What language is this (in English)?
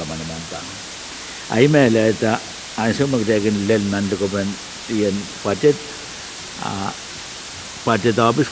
Pohnpeian